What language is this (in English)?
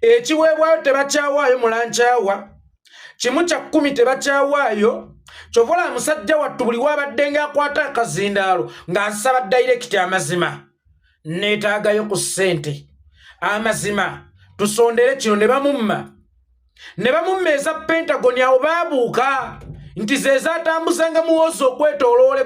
Ganda